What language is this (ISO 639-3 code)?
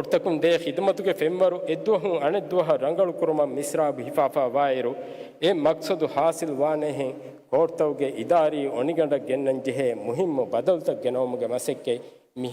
div